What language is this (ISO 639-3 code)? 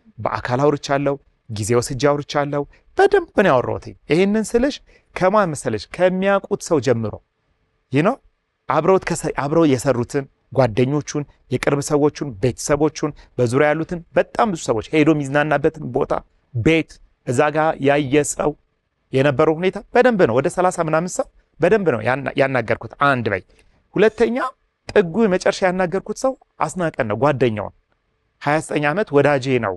amh